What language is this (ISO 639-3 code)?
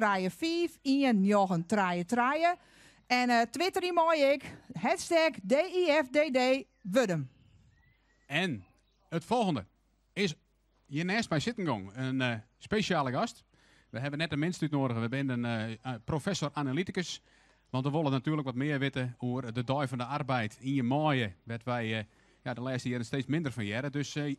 fry